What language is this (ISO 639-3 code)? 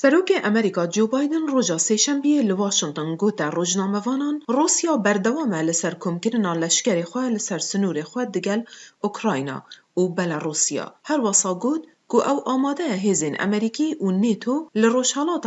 kur